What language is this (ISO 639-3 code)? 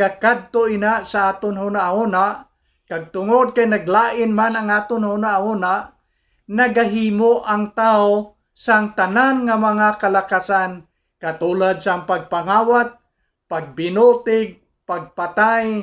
hil